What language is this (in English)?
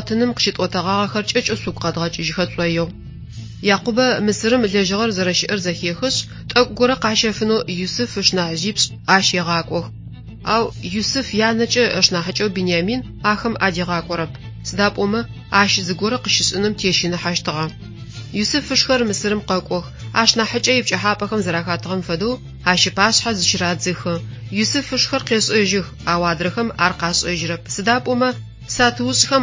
Adyghe